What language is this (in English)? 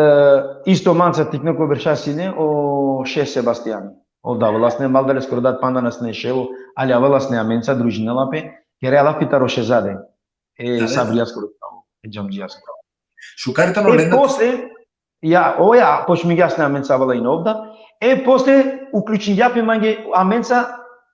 Balkan Romani